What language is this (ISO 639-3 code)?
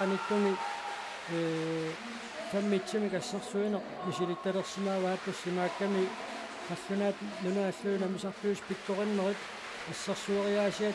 kal